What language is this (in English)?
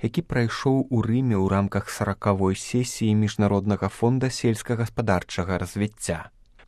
Belarusian